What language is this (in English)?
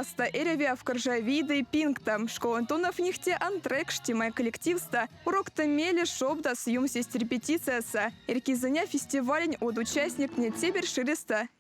Erzya